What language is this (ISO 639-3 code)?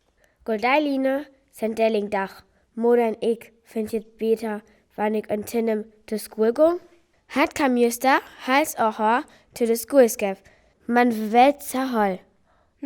frr